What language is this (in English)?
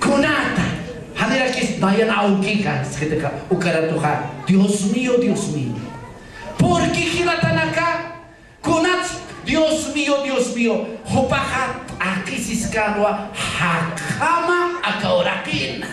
Aymara